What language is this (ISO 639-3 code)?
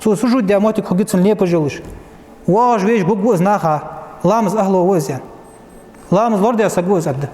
inh